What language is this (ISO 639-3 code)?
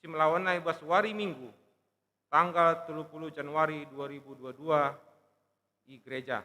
btx